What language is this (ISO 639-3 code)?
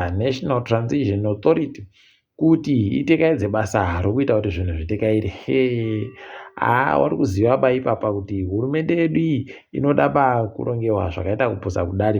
ndc